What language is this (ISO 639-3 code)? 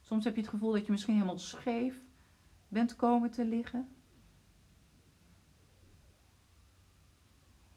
nld